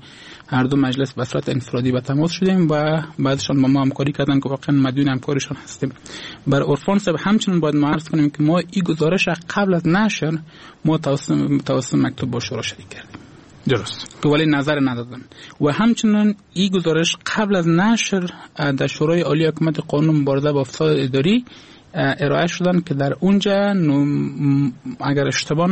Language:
Persian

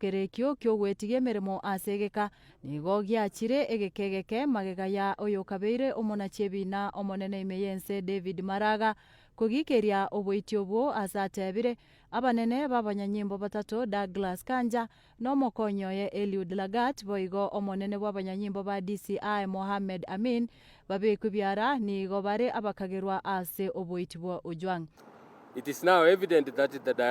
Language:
Gusii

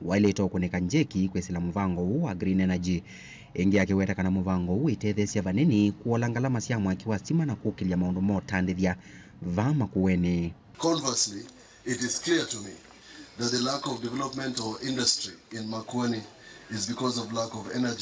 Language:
Kamba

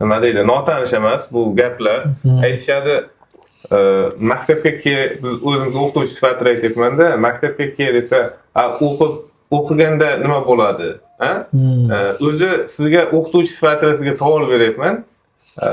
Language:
Uzbek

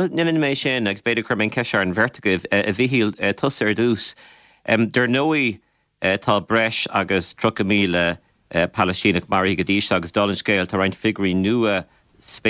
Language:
Irish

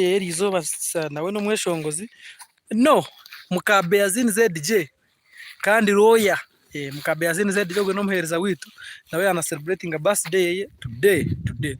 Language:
Nyankole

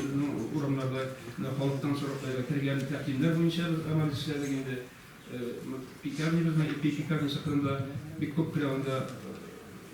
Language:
Tatar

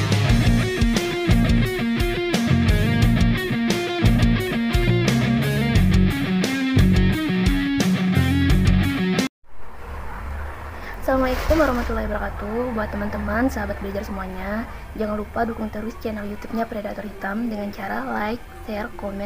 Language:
Indonesian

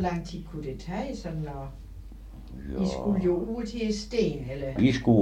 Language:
Danish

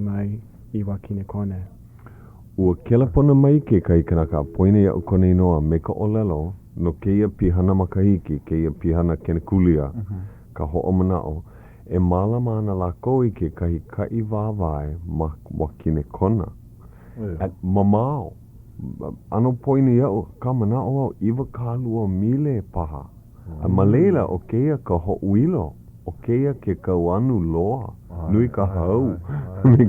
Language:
Hawaiian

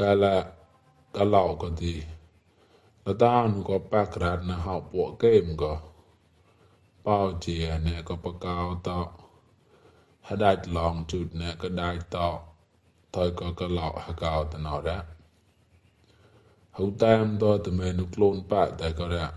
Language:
Mon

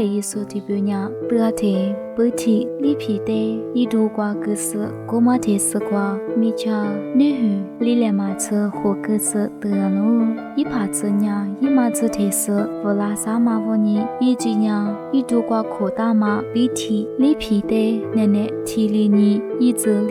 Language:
Lisu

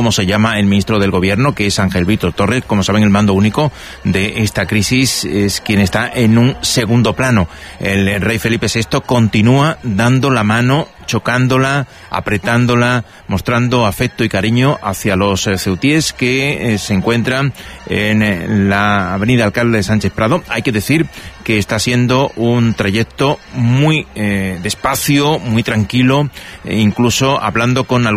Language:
Spanish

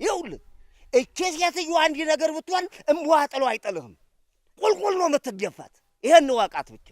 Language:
Amharic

